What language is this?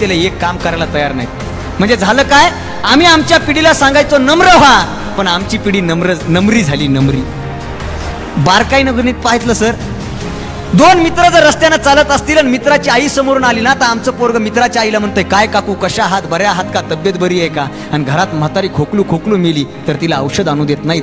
Marathi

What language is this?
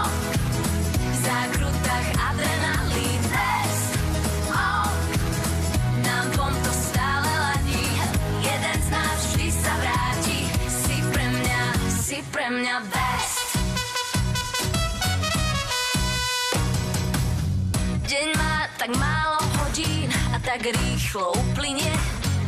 Slovak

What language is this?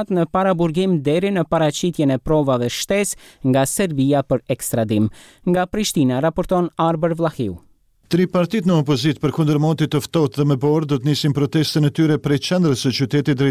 Albanian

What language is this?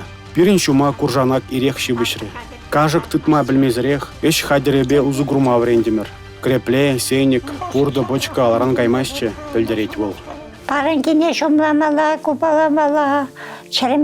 Chuvash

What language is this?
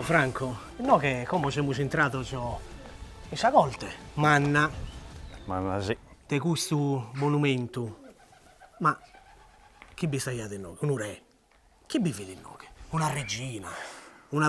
Sardinian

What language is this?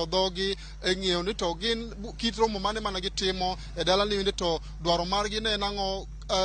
Luo (Kenya and Tanzania)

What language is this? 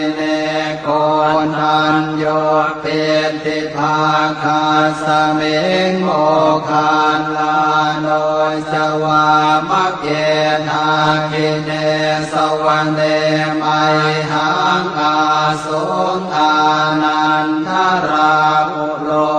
Pali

